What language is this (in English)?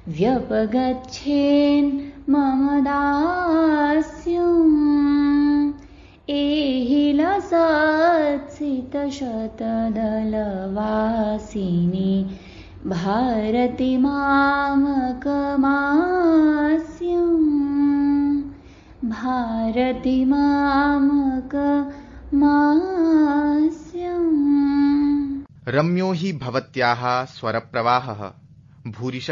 Sanskrit